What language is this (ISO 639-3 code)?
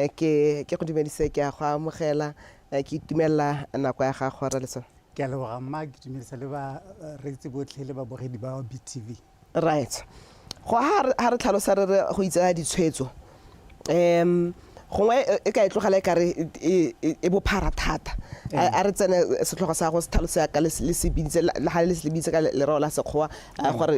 tsn